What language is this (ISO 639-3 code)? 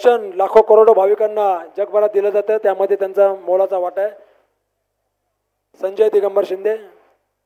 mar